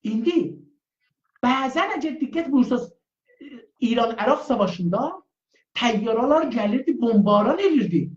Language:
South Azerbaijani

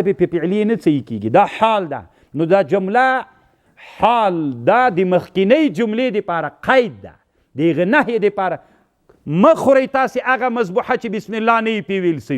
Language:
Pashto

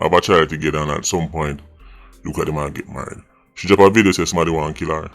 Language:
Jamaican Creole English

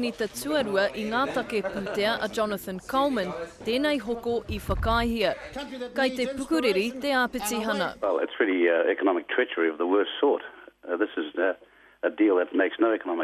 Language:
Māori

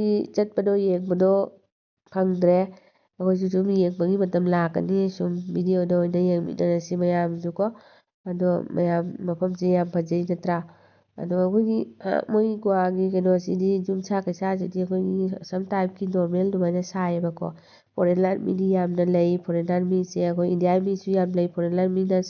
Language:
Manipuri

